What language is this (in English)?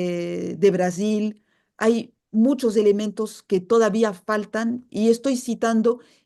Ladino